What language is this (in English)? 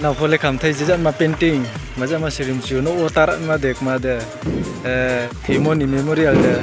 Riang (India)